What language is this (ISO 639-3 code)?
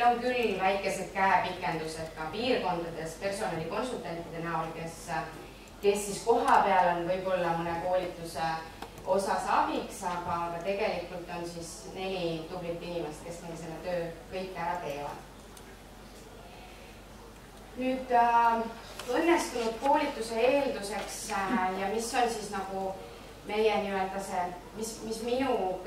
est